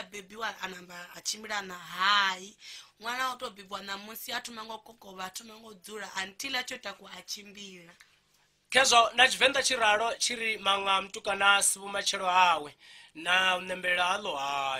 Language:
Venda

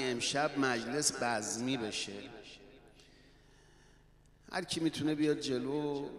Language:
Persian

